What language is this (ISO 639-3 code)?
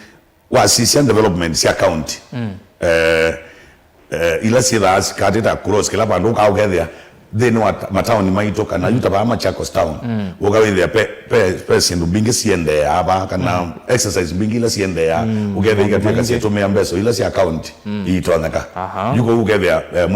kam